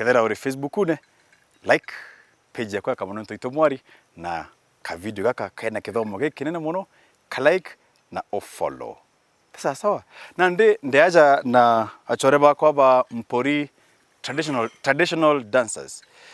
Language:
Meru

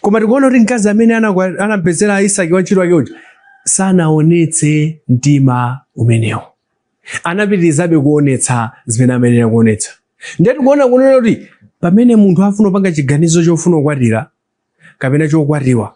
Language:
Nyanja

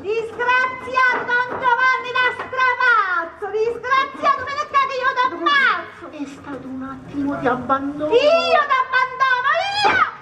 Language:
Sicilian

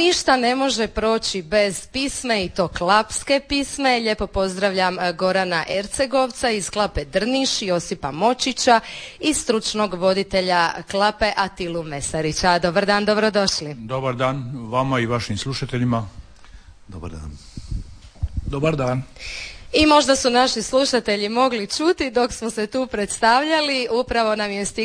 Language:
Croatian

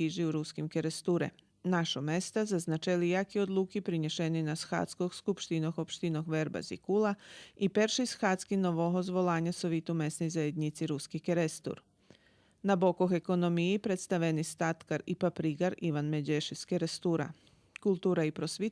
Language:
Rusyn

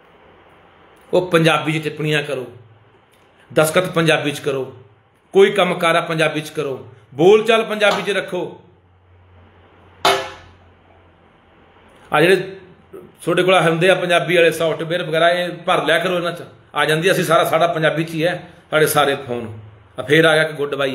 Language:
Punjabi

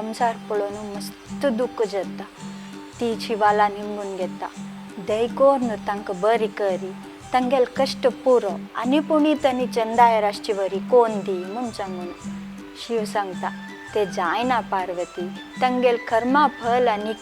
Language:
Konkani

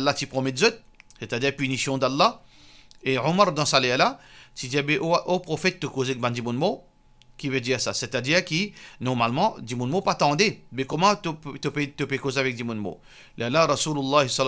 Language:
Morisyen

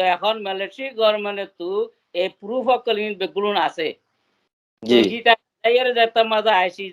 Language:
Rohingya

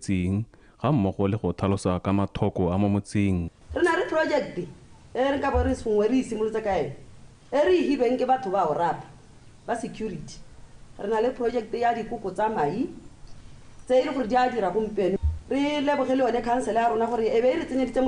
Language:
Tswana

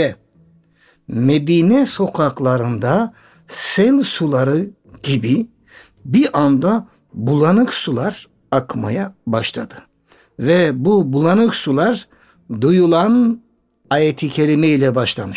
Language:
Turkish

